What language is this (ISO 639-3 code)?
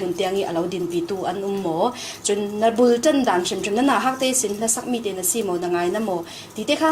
cfm